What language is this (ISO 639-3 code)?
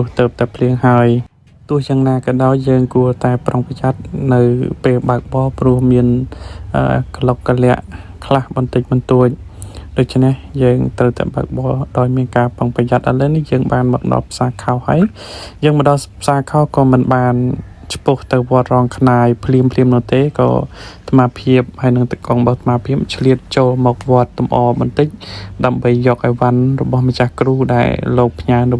khm